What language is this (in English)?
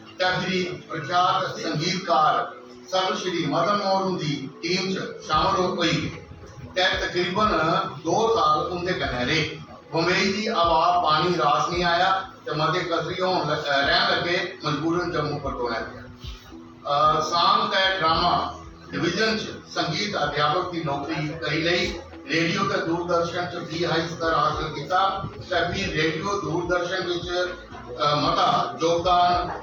Dogri